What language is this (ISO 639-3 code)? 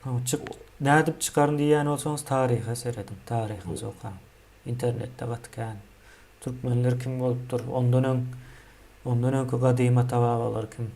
tuk